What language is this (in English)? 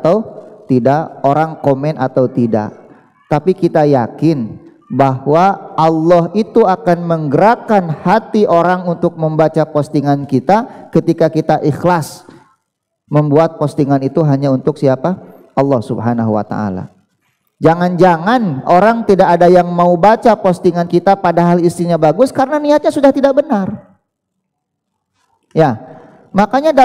Indonesian